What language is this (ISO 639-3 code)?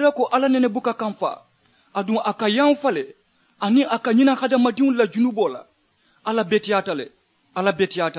man